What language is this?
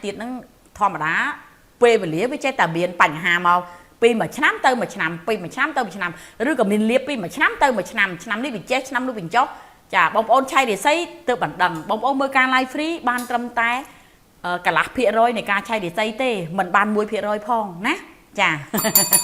Khmer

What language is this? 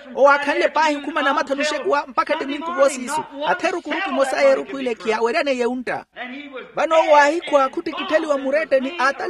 Makhuwa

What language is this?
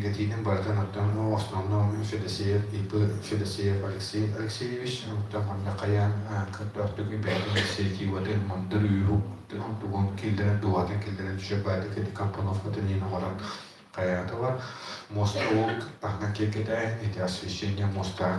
Yakut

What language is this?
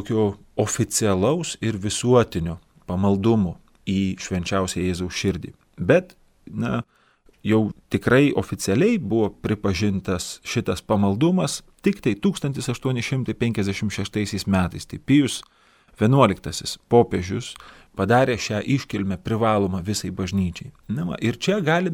Lithuanian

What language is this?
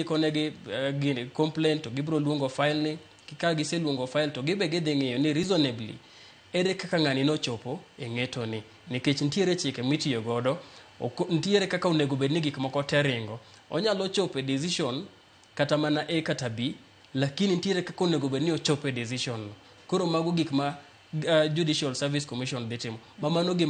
Luo (Kenya and Tanzania)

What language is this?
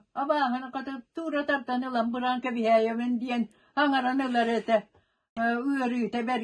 Yakut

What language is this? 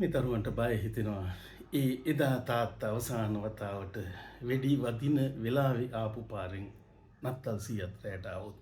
Sinhala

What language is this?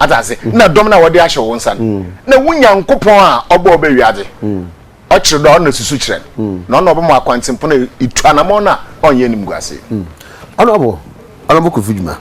Akan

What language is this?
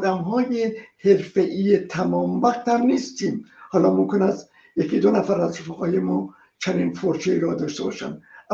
Persian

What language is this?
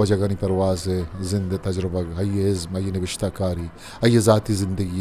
Eastern Balochi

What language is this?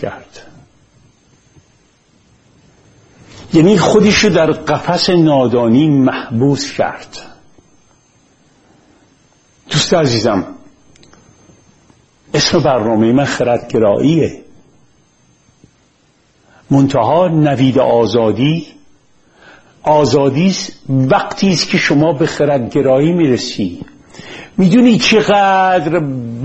Persian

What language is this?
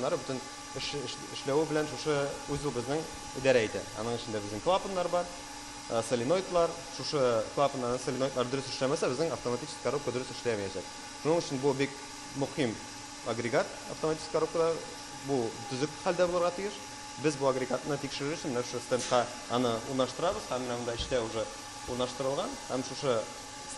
Tatar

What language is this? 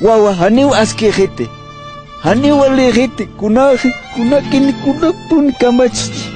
Aymara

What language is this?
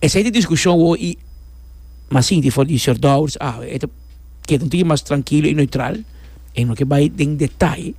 Papiamento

